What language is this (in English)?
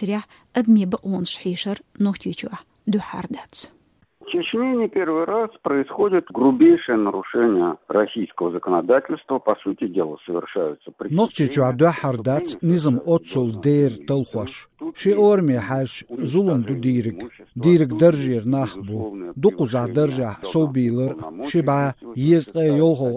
Chechen